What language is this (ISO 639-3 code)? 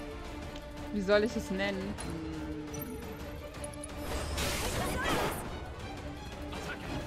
deu